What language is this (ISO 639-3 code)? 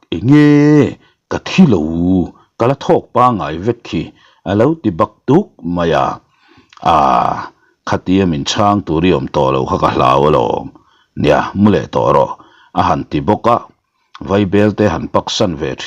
lus